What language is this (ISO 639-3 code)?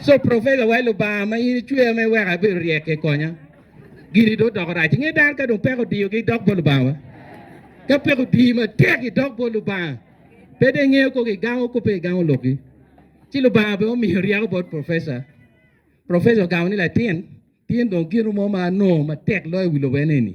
ach